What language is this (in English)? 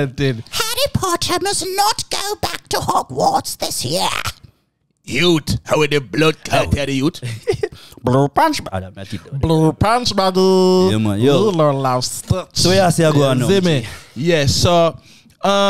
Jamaican Creole English